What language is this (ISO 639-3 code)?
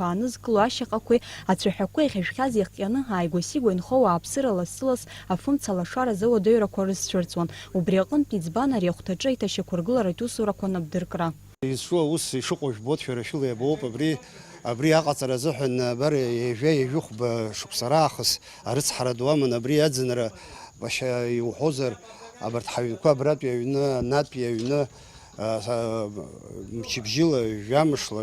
abk